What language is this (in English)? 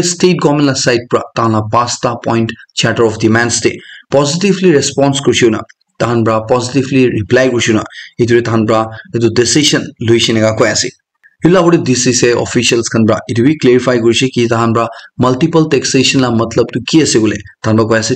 Naga Pidgin